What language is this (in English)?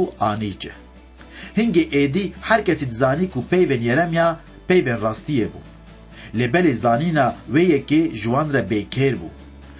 Kurdish